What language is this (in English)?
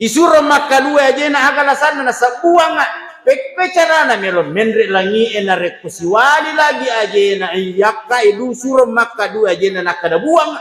Buginese